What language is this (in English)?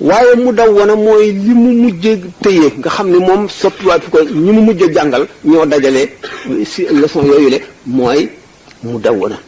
Wolof